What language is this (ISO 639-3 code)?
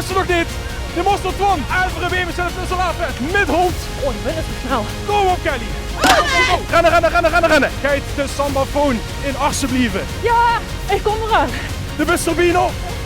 lim